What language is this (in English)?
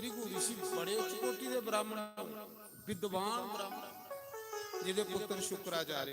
Dogri